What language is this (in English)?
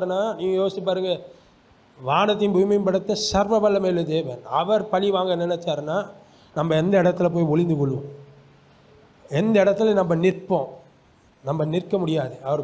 Tamil